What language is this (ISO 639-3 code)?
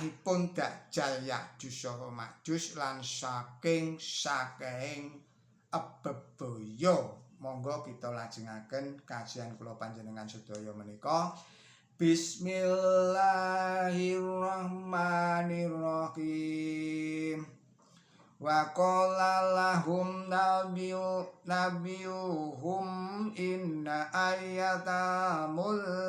jav